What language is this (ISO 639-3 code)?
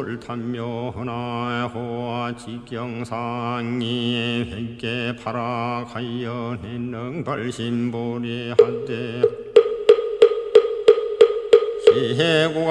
kor